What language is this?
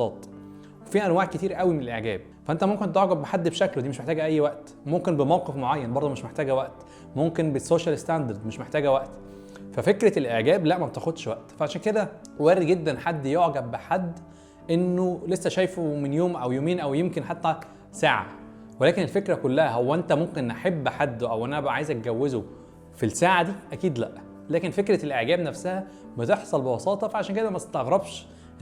Egyptian Arabic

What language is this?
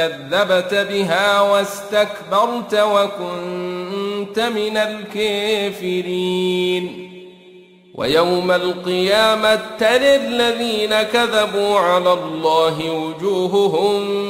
Arabic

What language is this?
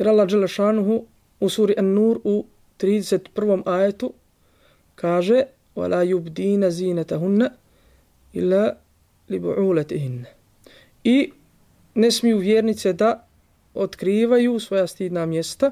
Bosnian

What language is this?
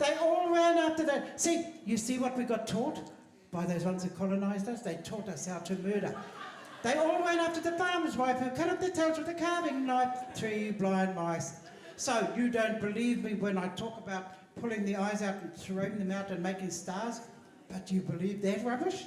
Māori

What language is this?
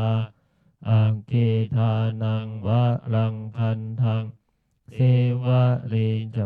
Pali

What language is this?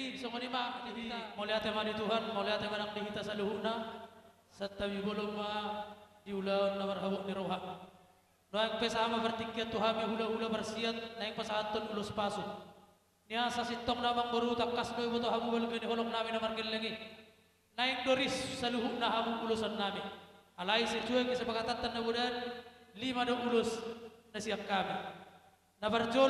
Batak Toba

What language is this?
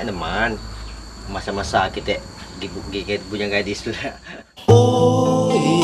Musi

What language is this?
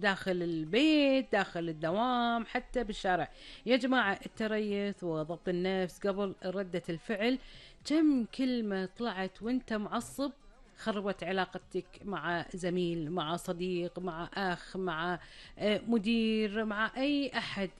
Gulf Arabic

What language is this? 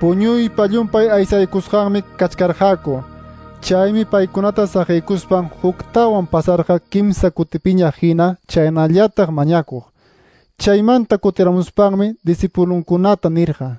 Quechua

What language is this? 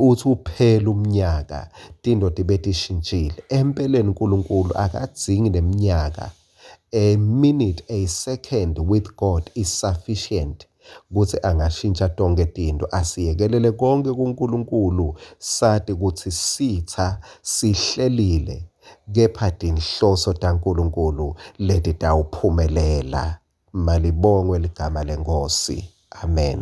Swati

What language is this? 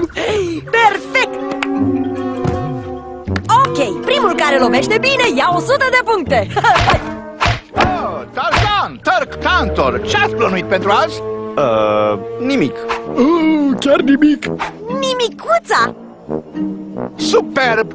Romanian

